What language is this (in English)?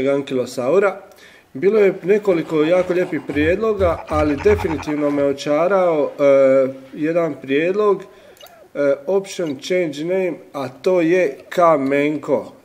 Croatian